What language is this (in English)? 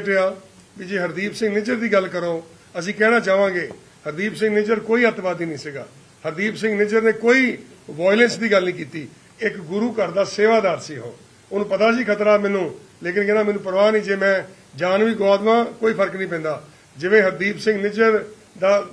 Punjabi